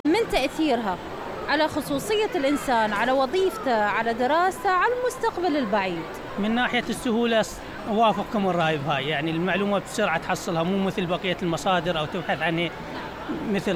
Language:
Mesopotamian Arabic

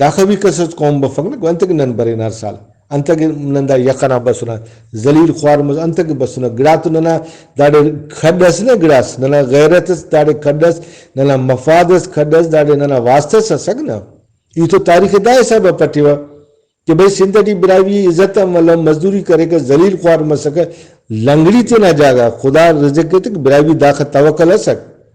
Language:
Brahui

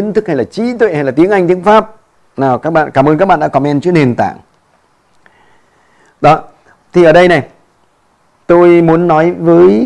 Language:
Vietnamese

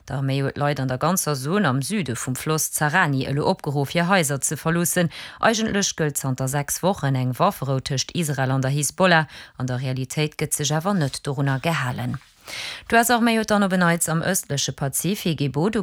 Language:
Luxembourgish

